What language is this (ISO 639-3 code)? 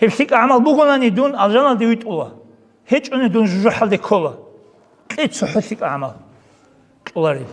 ava